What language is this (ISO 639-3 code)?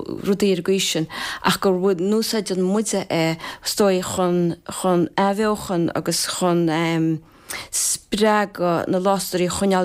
gle